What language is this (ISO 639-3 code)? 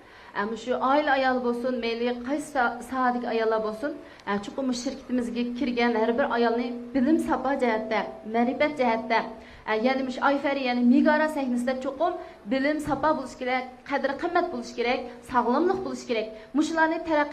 uig